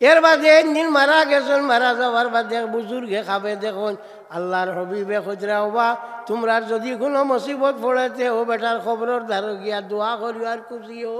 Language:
Sylheti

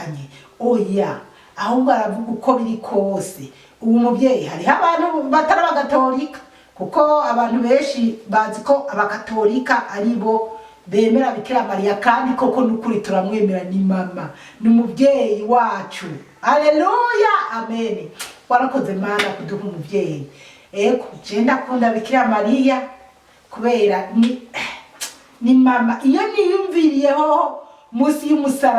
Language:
Rundi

